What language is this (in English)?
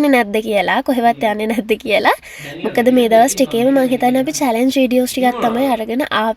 Sinhala